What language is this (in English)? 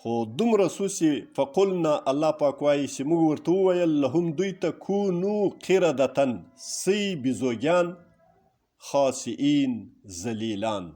Pashto